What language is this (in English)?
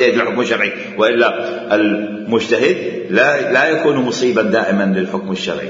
Mesopotamian Arabic